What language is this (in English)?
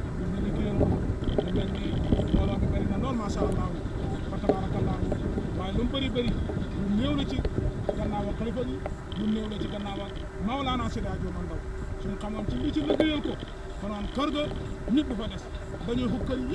Wolof